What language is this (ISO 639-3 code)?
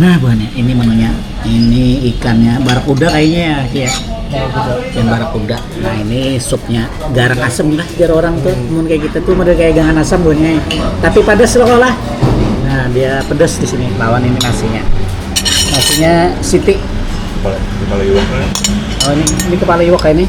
bjn